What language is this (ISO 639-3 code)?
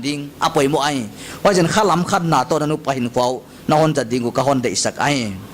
pck